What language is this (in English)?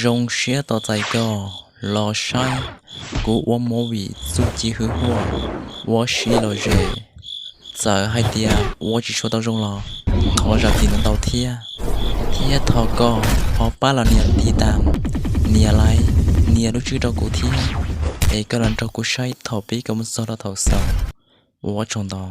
Hmong